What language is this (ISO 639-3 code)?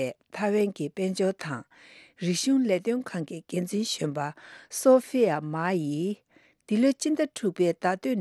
bod